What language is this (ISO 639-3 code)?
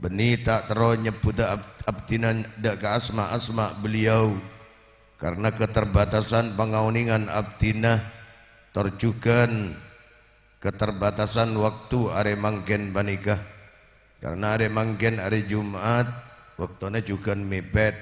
mad